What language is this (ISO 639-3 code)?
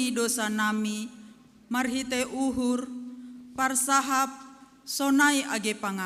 bts